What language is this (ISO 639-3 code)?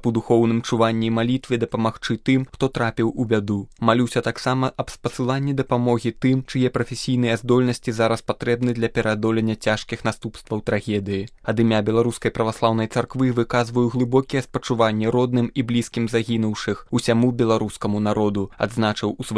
bel